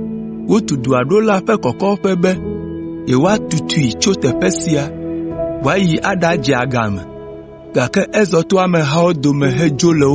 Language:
Ewe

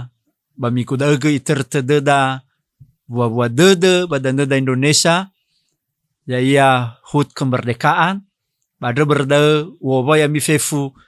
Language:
Nias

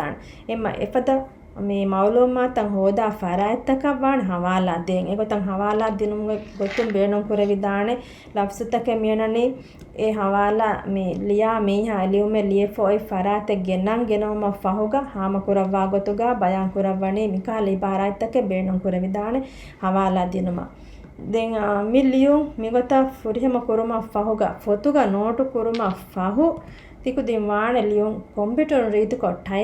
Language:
Divehi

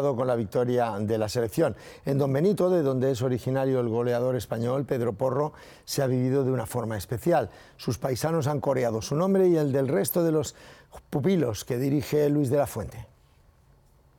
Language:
Spanish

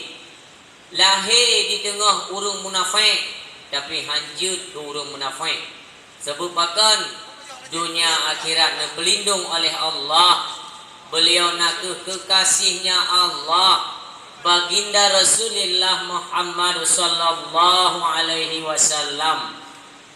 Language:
Achinese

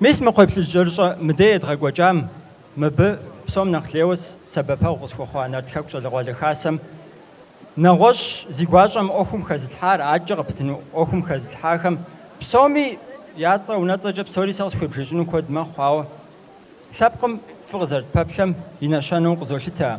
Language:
Kabardian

